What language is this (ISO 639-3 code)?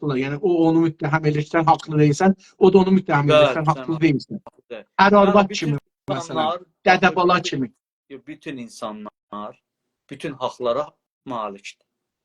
azb